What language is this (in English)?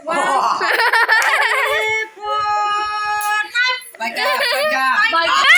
Kok Borok